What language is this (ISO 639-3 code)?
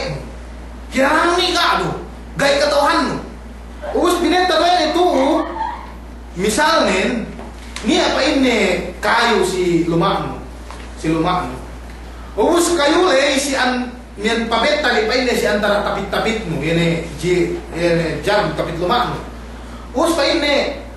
yka